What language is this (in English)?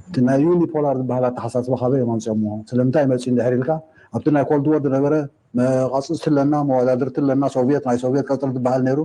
Tigrinya